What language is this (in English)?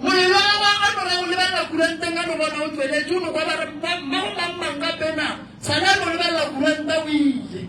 Northern Sotho